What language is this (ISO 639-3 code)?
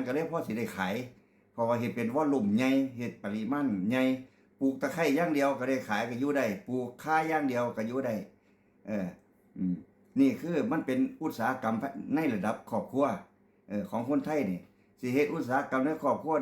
lao